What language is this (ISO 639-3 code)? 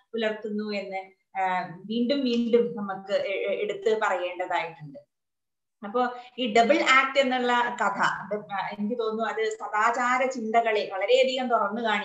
mal